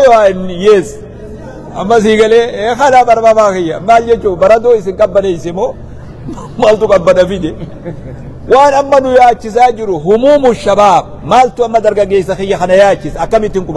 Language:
Oromo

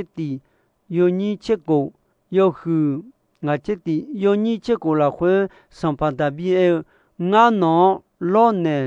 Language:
Akha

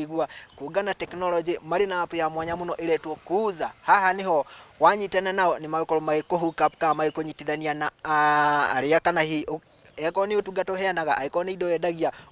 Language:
Kikuyu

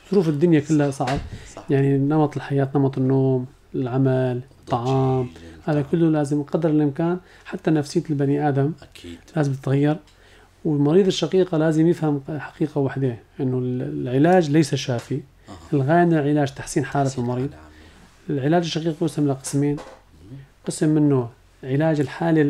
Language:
North Levantine Arabic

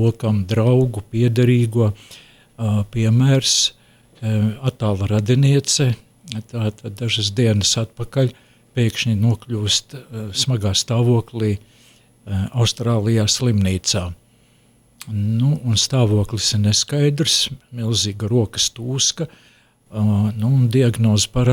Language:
Latvian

